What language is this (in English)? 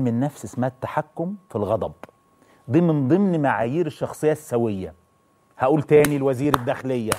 Egyptian Arabic